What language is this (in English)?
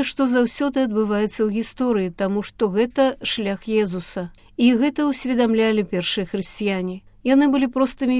Belarusian